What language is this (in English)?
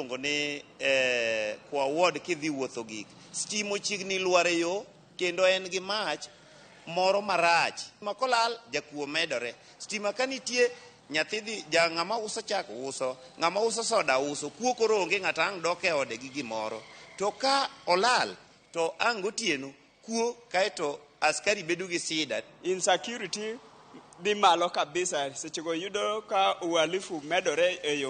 Luo (Kenya and Tanzania)